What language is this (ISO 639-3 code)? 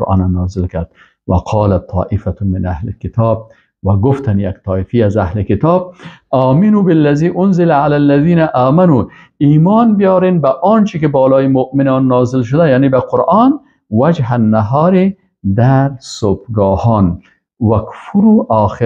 fas